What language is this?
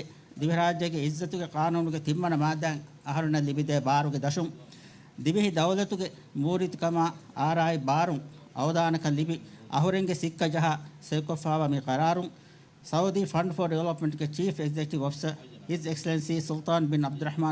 Divehi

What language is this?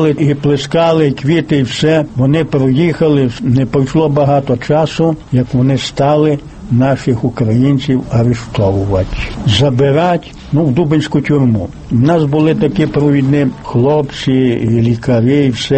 Ukrainian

